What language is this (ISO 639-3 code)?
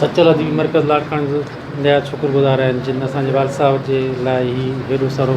snd